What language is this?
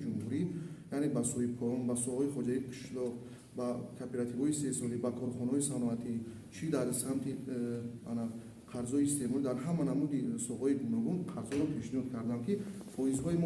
Tajik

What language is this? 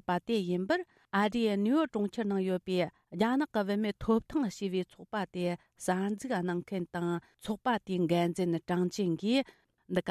Tibetan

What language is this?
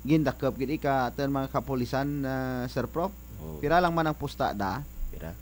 Kinaray-a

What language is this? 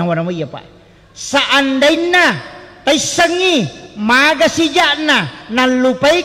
Buginese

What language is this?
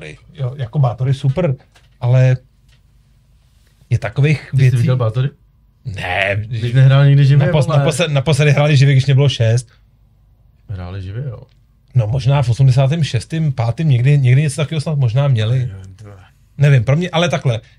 Czech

